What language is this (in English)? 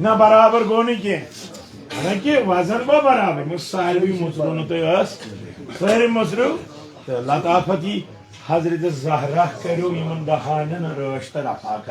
Kashmiri